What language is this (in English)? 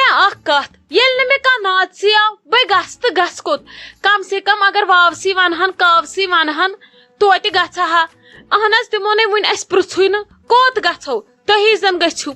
Kashmiri